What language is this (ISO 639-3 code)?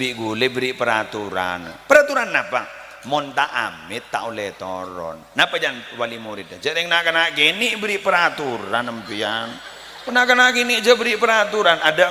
mad